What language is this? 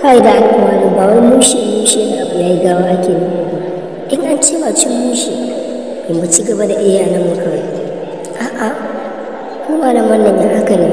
Hausa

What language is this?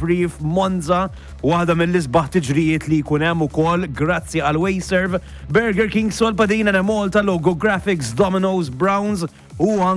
Maltese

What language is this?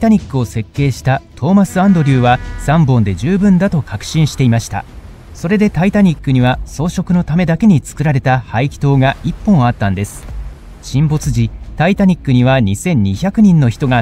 Japanese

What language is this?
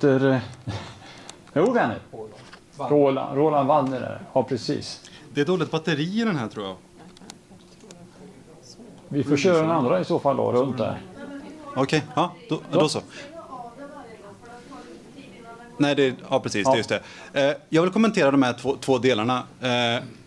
Swedish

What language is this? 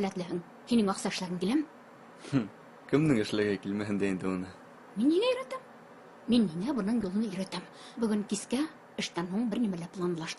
Bashkir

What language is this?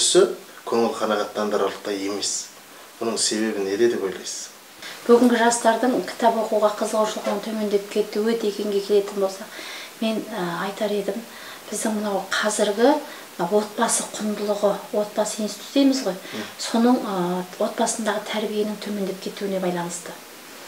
Kazakh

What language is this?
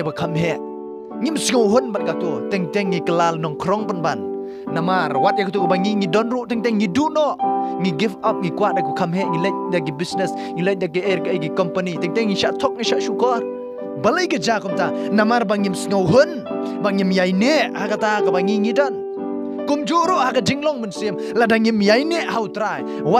Khasi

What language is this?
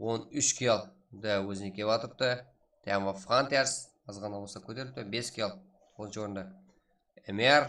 Kara-Kalpak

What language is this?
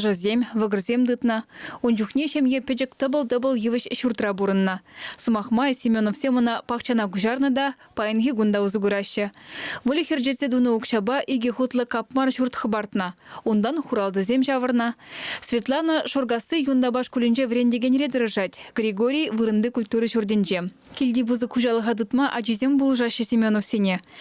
Chuvash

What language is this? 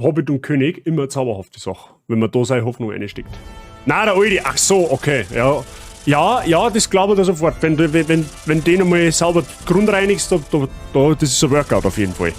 Bavarian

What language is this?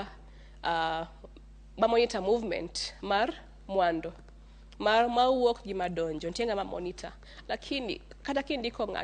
Luo (Kenya and Tanzania)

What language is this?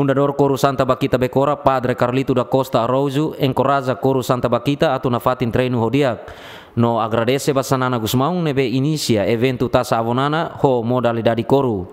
Tetum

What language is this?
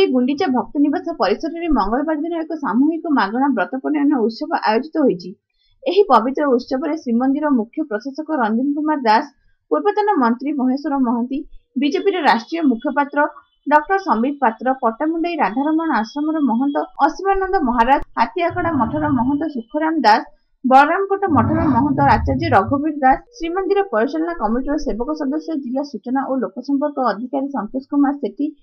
Odia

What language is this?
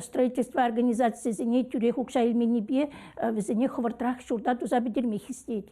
Chuvash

